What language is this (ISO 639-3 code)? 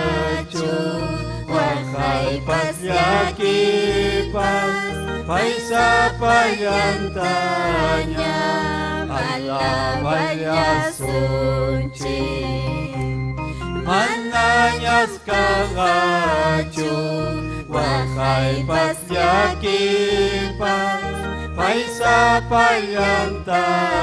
quy